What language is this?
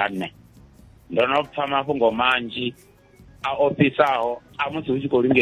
Venda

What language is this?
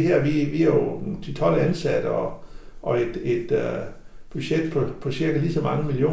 Danish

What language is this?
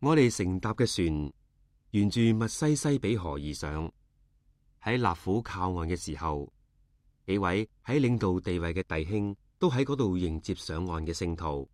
Cantonese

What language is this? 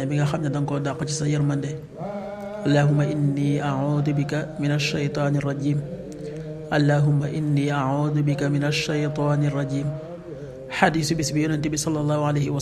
Wolof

